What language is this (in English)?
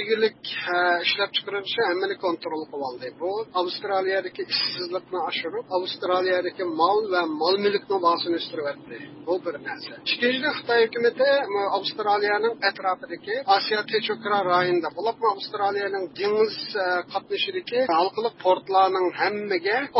Uyghur